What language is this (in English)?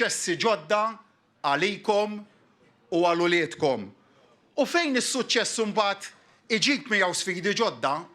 Maltese